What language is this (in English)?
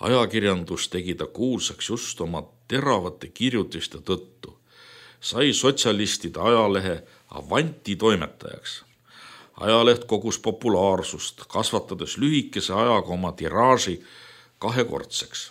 Estonian